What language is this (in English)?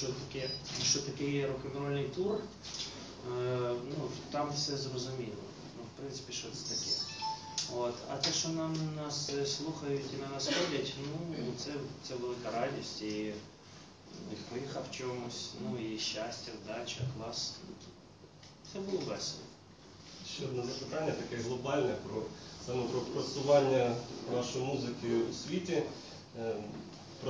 Ukrainian